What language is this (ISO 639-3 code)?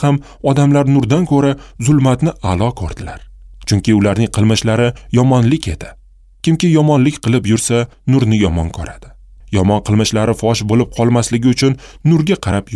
uzb